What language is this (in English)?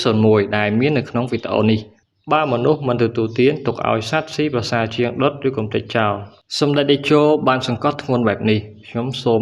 Khmer